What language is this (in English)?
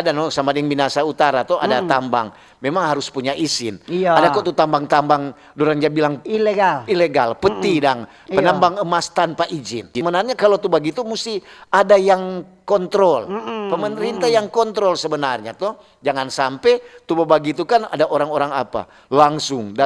Manado Malay